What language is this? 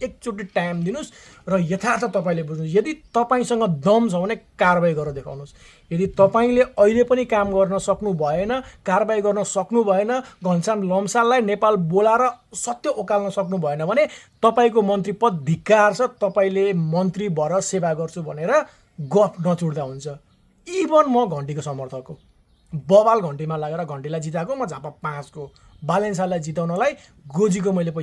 Nepali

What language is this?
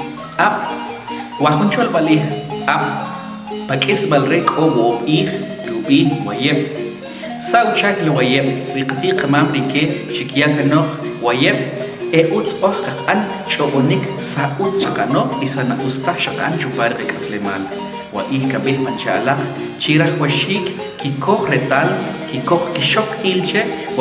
Achi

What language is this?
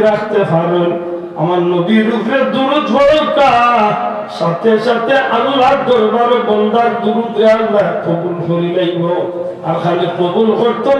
Sylheti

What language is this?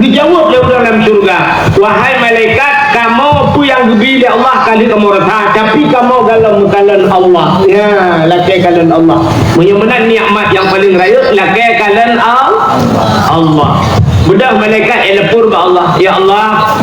Achinese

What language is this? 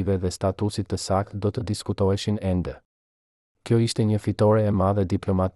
Albanian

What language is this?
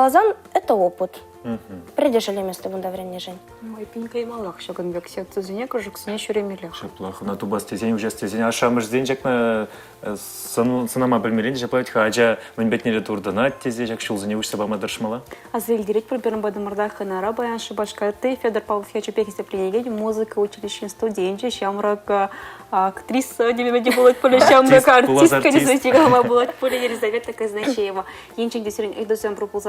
Chuvash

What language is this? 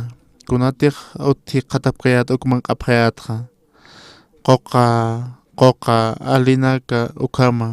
Aymara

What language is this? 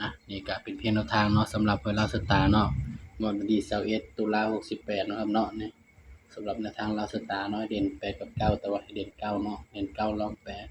Northeastern Thai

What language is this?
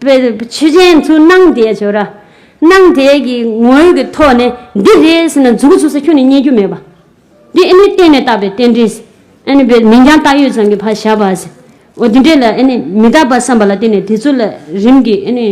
Tibetan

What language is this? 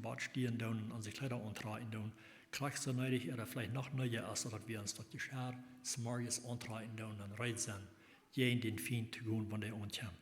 Plautdietsch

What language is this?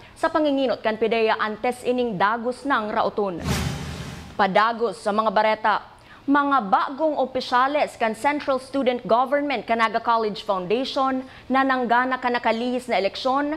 Bikol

